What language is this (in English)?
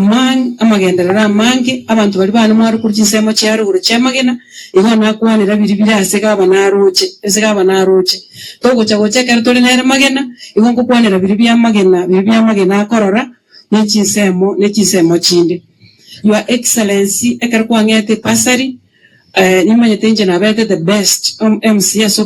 Gusii